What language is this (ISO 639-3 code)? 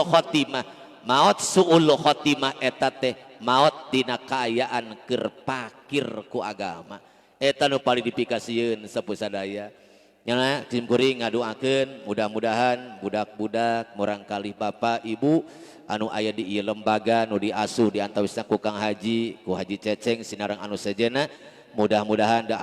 sun